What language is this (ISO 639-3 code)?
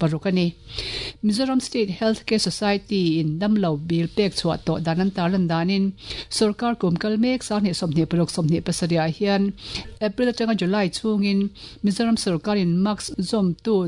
lus